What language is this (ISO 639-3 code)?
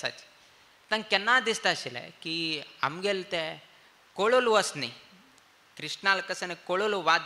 kok